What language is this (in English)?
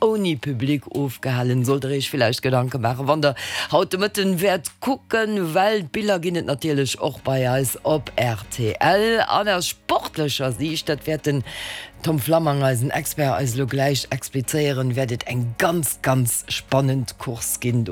Luxembourgish